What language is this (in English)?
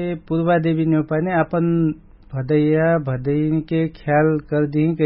Dangaura Tharu